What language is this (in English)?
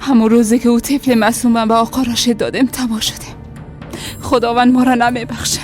Persian